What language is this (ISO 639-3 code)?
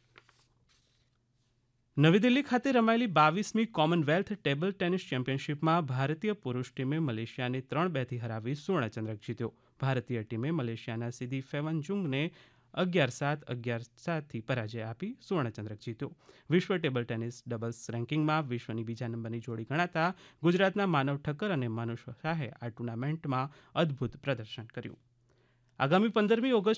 guj